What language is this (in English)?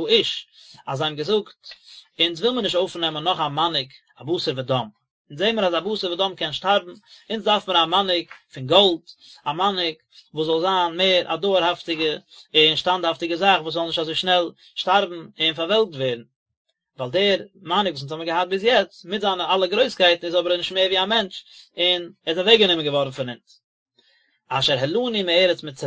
Yiddish